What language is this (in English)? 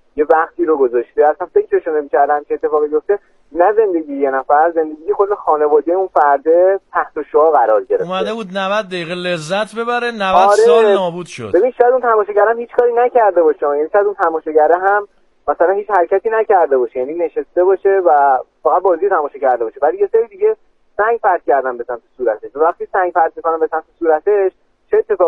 Persian